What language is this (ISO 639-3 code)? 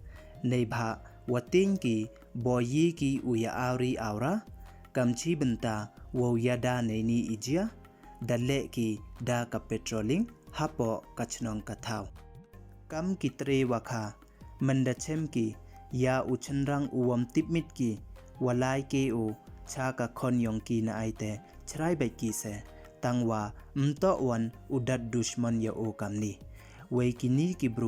pbv